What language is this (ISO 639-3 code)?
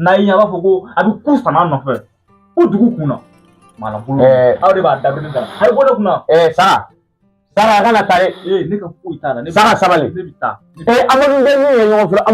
bam